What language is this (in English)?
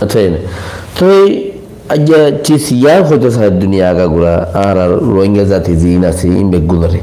Rohingya